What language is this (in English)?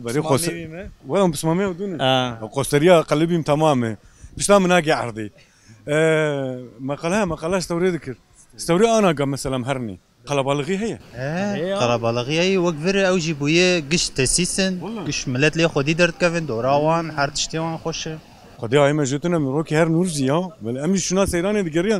Kurdish